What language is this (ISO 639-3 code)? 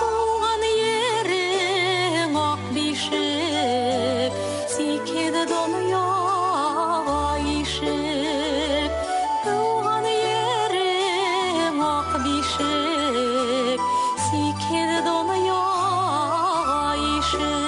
bak